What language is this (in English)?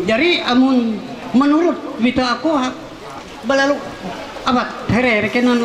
Ma'anyan